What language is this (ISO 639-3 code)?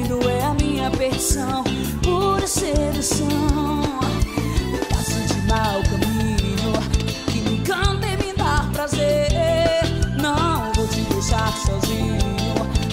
por